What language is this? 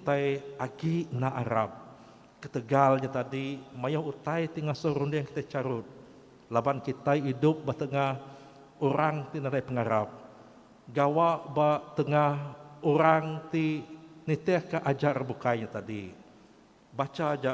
Iban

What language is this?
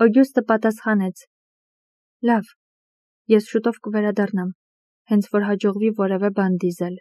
Armenian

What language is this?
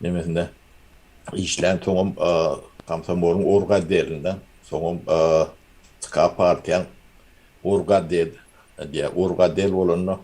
Turkmen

